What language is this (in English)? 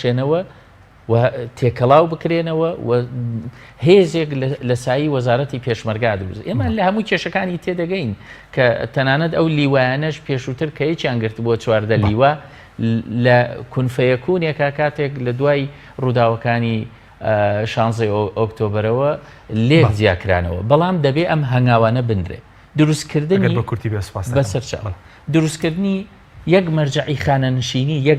Central Kurdish